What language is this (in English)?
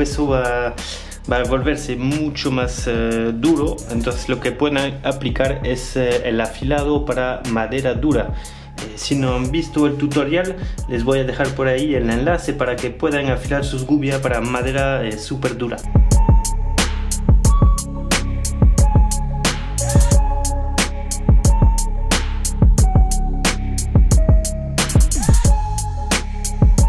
Spanish